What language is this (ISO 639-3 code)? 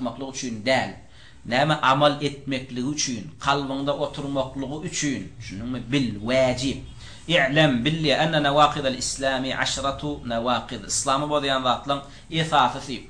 tuk